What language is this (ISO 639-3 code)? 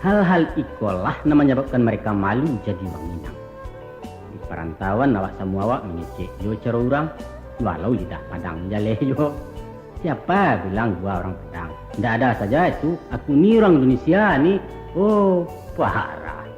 min